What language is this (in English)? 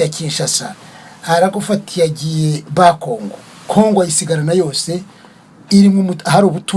Kinyarwanda